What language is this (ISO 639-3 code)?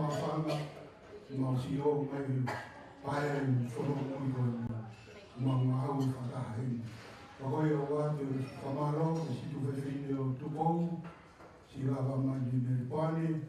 ton